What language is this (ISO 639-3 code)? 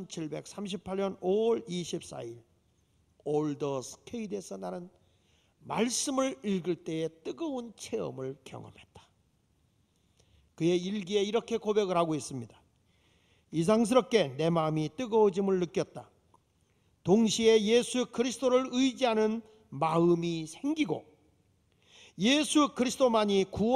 kor